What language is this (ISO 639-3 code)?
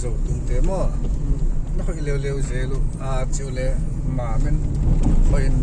pck